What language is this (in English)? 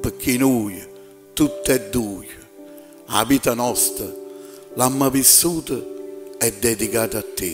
Neapolitan